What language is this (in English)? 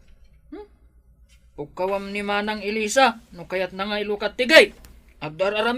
Iloko